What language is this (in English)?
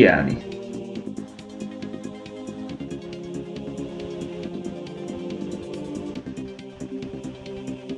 Hungarian